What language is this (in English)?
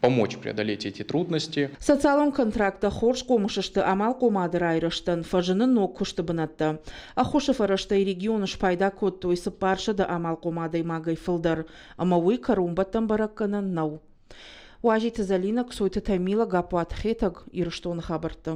Ossetic